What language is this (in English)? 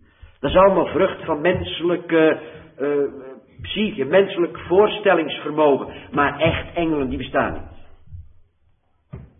Dutch